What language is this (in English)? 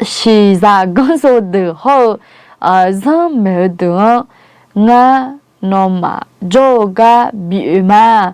Akha